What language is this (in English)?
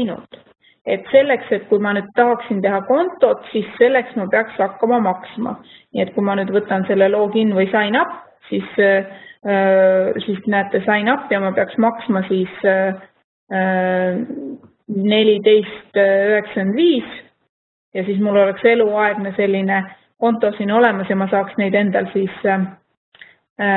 Estonian